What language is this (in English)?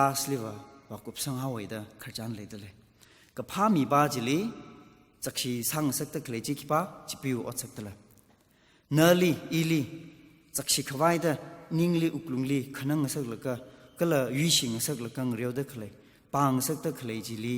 Tangkhul Naga (India)